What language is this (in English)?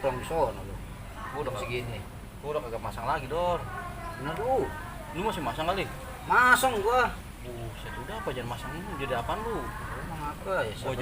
Betawi